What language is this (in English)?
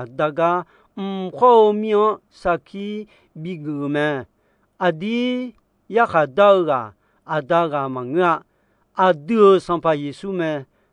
Akha